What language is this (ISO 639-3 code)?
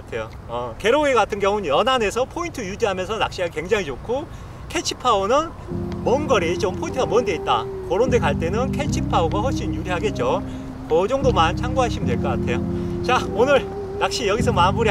kor